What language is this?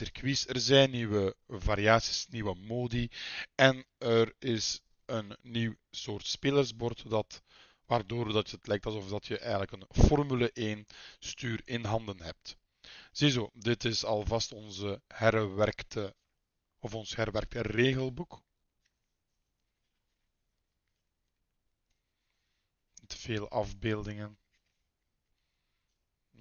Dutch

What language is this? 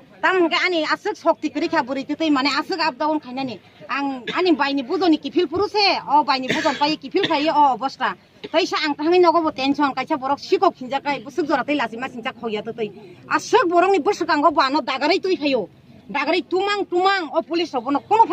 Kok Borok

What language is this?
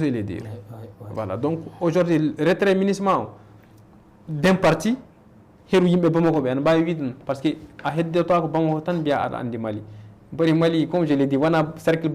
Fula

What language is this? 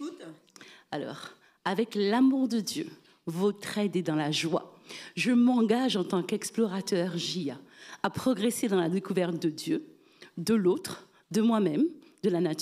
French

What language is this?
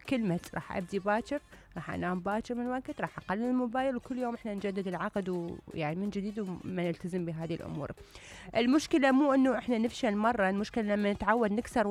Mesopotamian Arabic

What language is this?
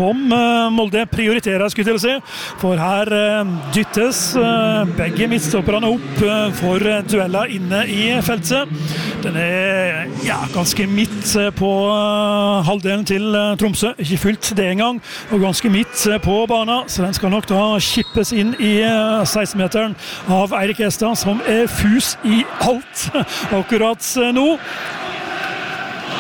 Norwegian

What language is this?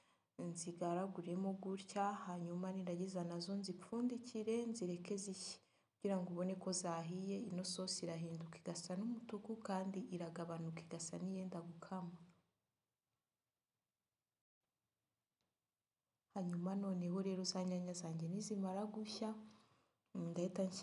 Kinyarwanda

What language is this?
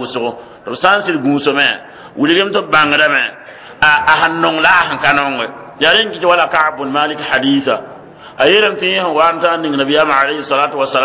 Mossi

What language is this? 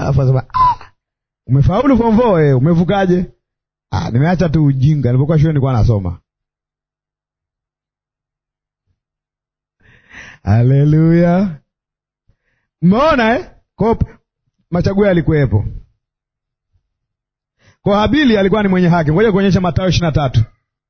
Swahili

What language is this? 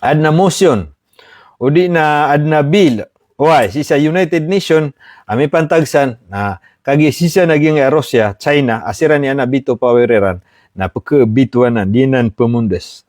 Maranao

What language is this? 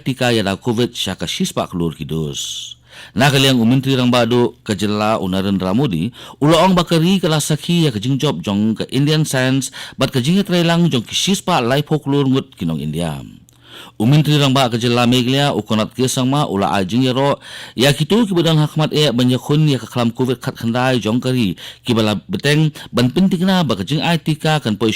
Khasi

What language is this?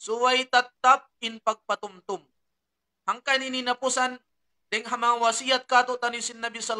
Tausug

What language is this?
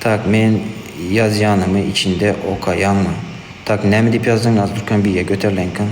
Turkmen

